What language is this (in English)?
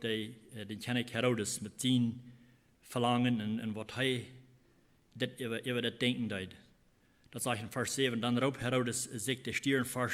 Plautdietsch